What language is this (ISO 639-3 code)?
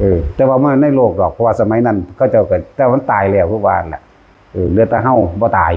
tts